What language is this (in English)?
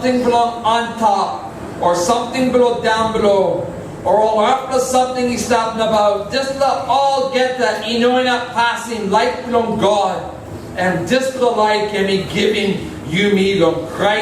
Tok Pisin